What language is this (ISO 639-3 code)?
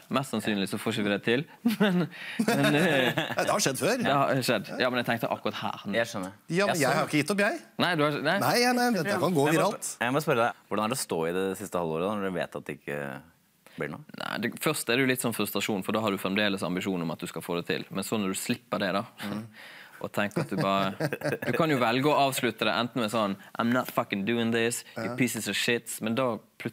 nor